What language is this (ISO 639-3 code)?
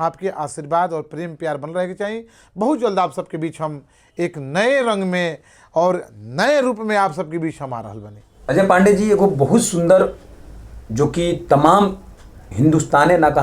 bho